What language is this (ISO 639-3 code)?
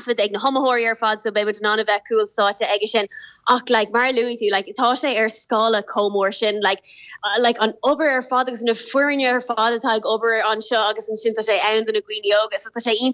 gle